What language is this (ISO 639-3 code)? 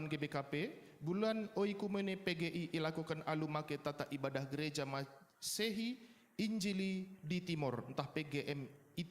btx